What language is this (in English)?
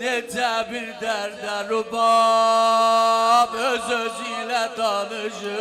South Azerbaijani